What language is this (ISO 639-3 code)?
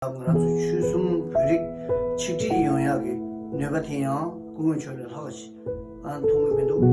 bod